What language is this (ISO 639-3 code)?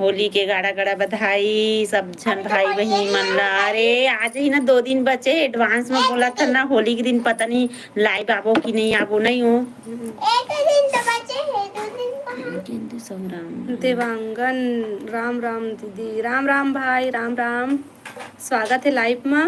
hne